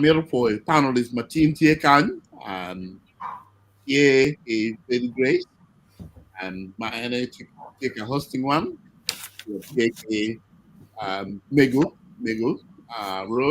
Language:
Acoli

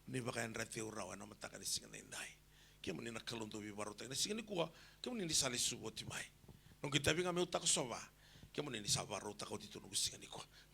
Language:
Fijian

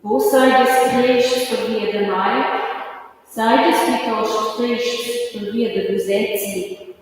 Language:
Romansh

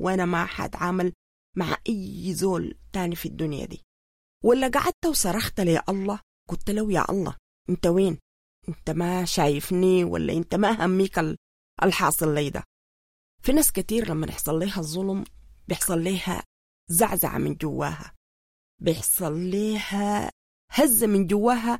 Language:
Sudanese Arabic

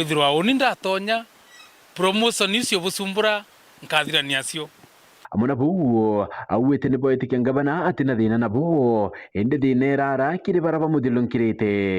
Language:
Meru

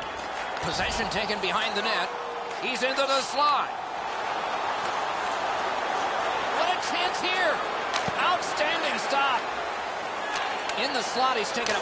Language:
English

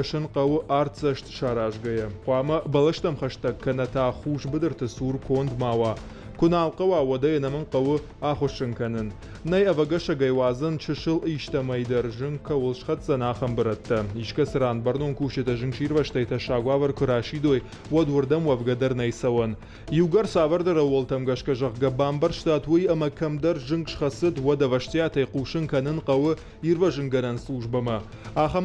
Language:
Ossetic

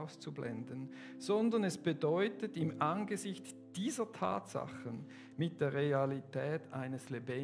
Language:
Swiss German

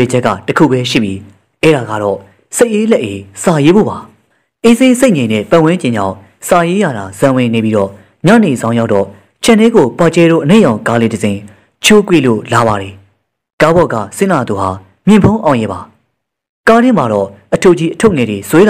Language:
Burmese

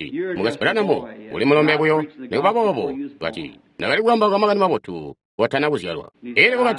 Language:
Tonga (Zambia)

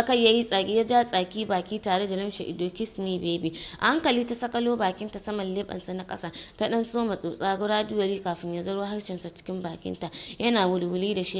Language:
Hausa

